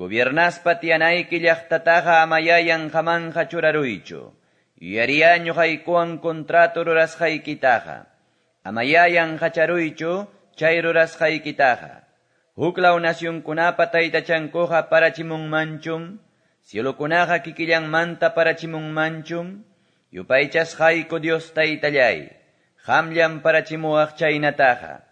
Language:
Quechua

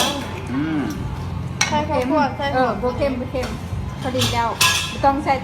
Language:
Lao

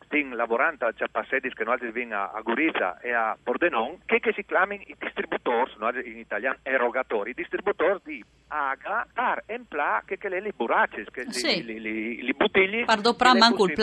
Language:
Friulian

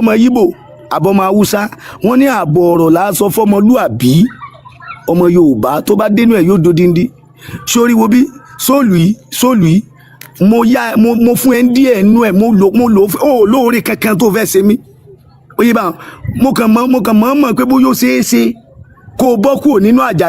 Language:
Yoruba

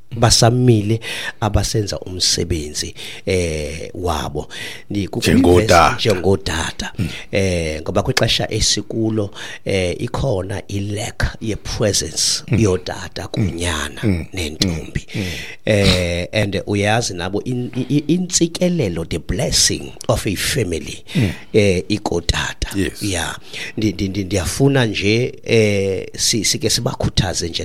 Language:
Xhosa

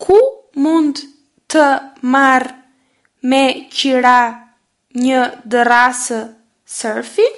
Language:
Albanian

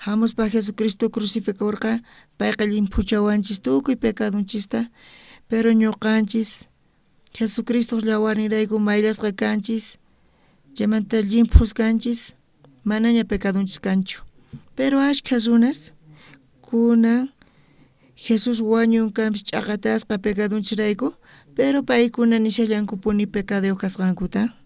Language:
South Bolivian Quechua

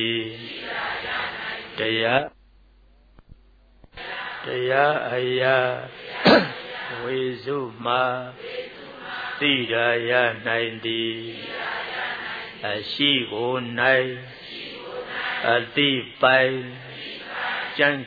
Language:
Burmese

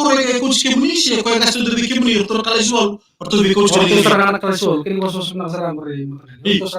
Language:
Fijian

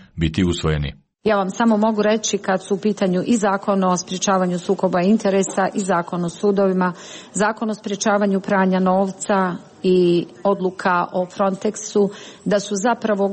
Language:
Croatian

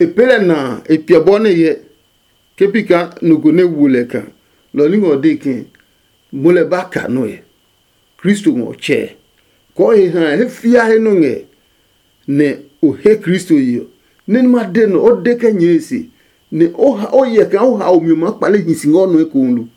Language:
Adangme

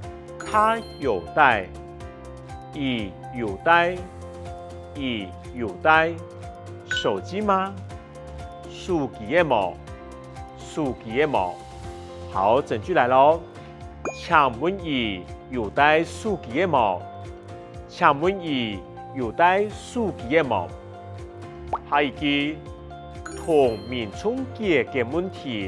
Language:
Hakka Chinese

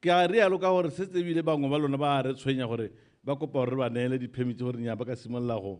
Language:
Tswana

